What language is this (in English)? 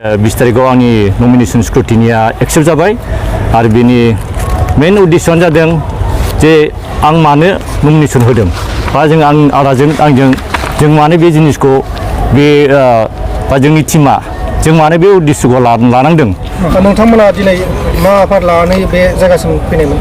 Bodo